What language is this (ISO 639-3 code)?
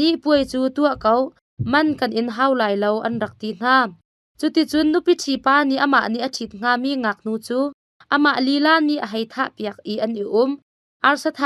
cnh